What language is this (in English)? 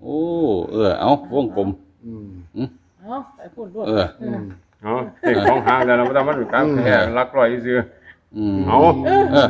Northeastern Thai